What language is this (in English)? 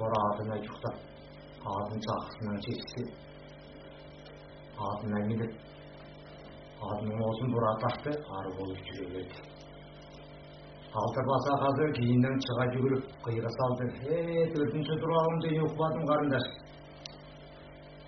Kazakh